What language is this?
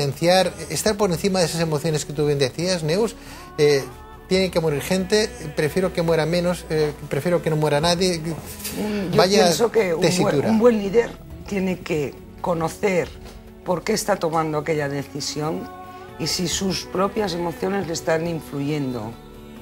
Spanish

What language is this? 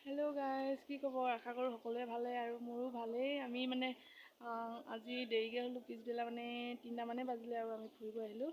Assamese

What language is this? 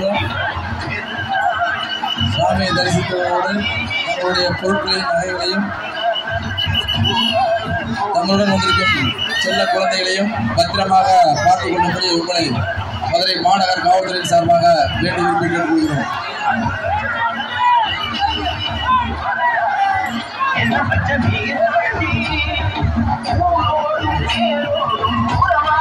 Tamil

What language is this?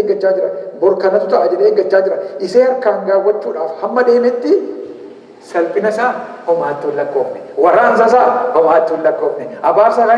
Oromo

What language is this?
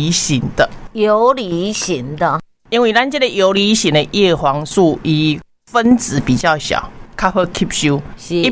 Min Nan Chinese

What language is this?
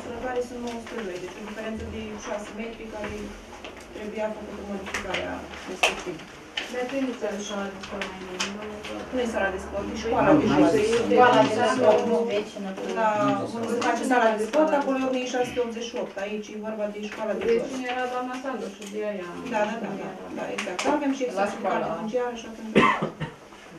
Romanian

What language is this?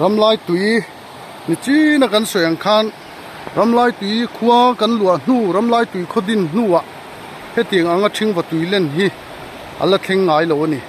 Mizo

